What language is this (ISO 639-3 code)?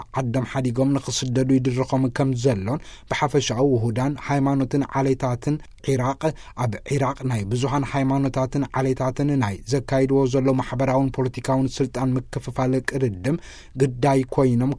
tir